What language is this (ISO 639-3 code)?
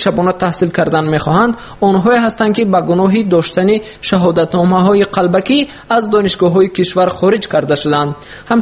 tgk